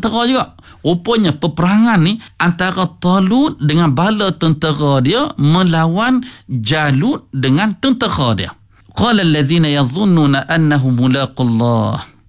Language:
Malay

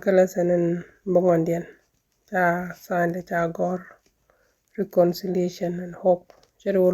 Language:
Nuer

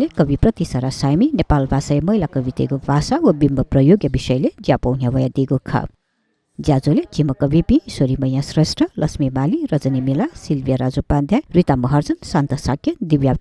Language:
Newari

